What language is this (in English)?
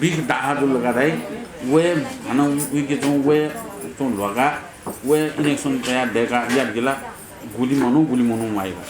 Newari